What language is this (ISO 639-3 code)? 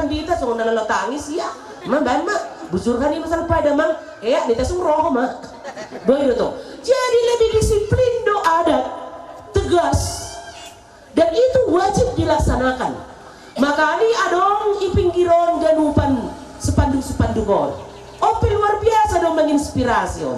bts